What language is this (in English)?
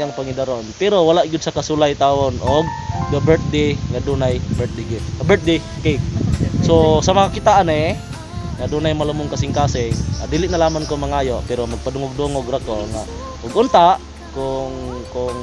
Cebuano